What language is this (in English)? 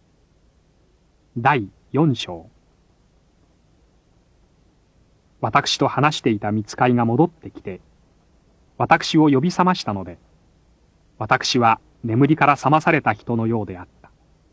Japanese